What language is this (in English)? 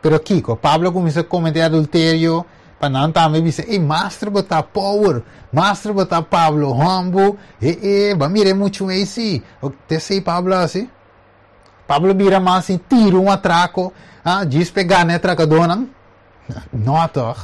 Papiamento